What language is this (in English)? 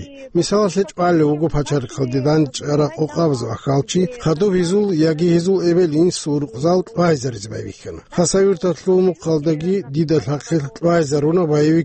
Avaric